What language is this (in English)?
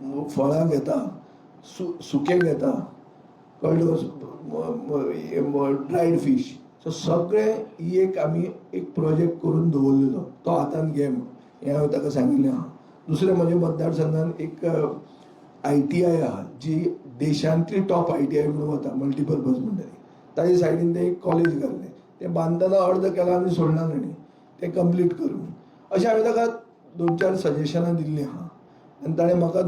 Konkani